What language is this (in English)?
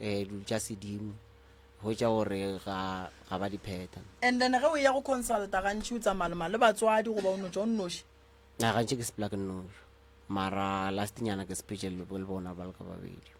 Northern Sotho